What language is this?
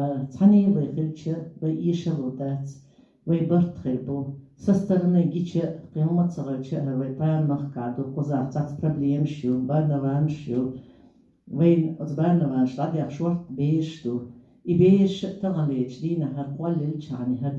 Chechen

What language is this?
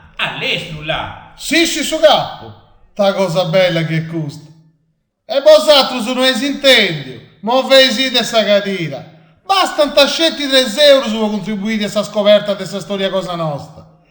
Sardinian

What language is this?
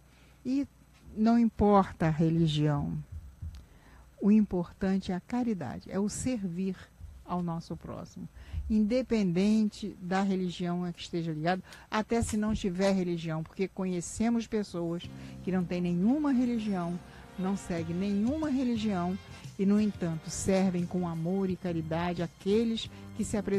Portuguese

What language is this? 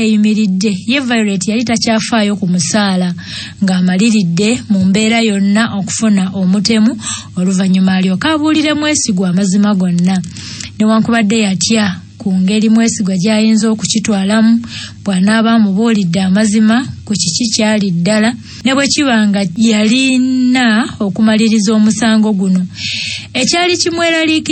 Ganda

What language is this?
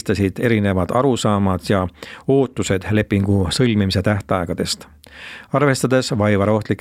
Estonian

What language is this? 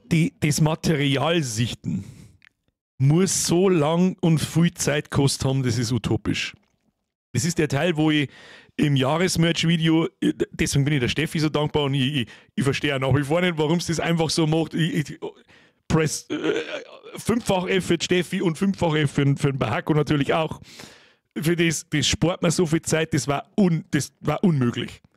Bavarian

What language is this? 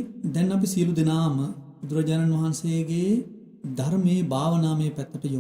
Sinhala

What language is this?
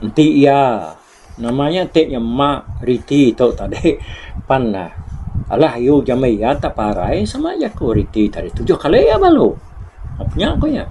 Iban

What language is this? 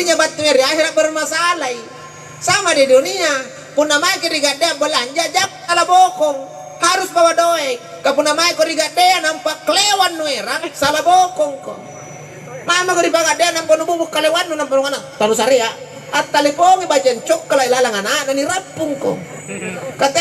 Makasar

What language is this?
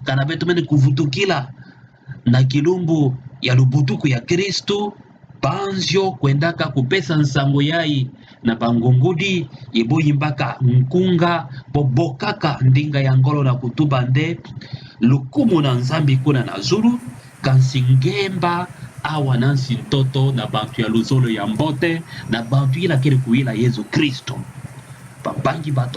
Kituba (Democratic Republic of Congo)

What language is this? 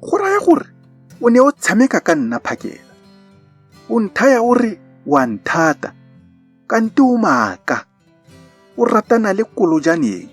Tswana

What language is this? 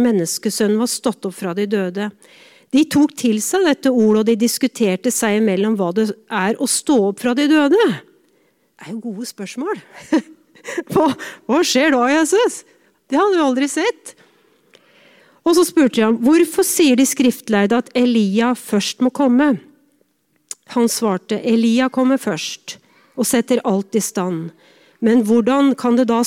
Norwegian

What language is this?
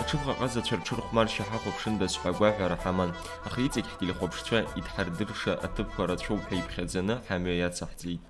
Abkhazian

